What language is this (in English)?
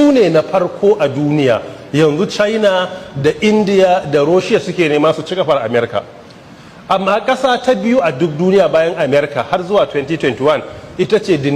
Hausa